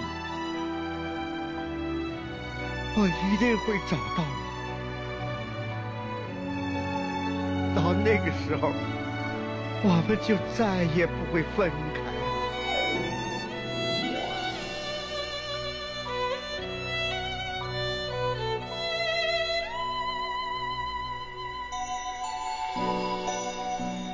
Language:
Chinese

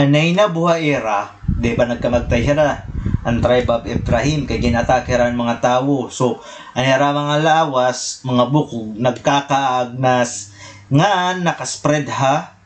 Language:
Waray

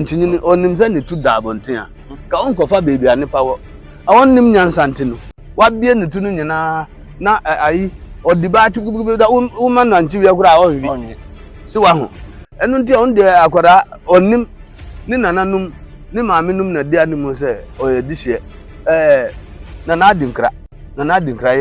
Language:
Akan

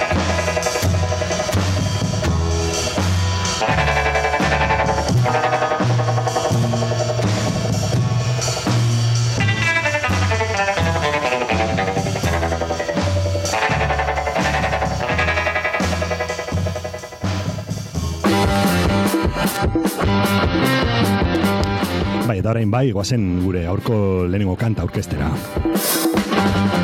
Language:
Basque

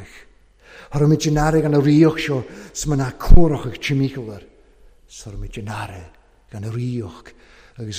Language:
Welsh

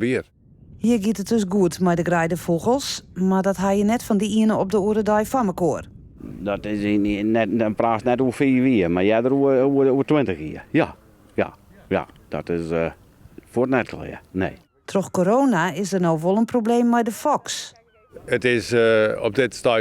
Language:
Western Frisian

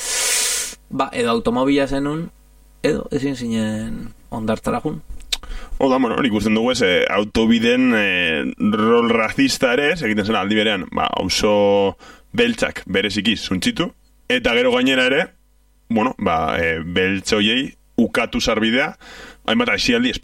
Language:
Basque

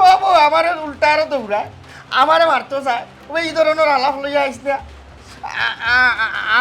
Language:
Sylheti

